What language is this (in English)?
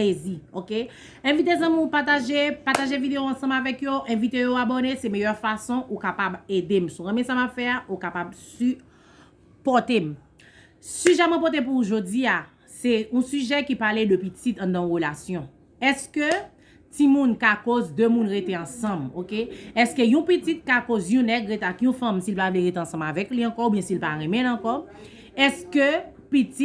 Haitian Creole